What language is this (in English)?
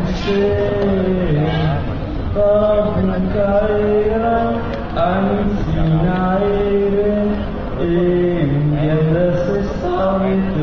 Basque